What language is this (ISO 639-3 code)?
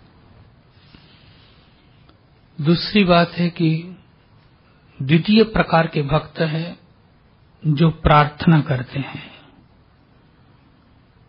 hin